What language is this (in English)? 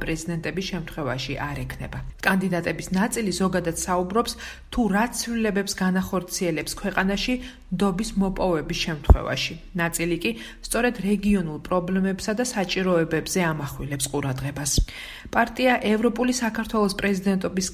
Georgian